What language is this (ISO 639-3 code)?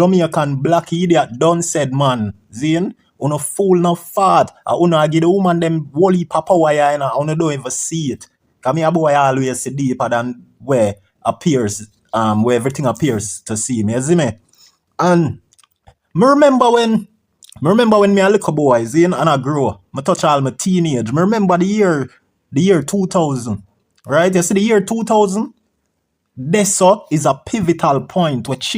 jam